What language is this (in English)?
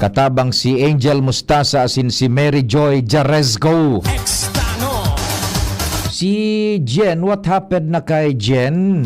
Bikol